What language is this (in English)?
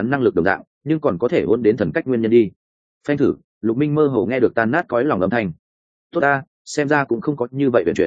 Vietnamese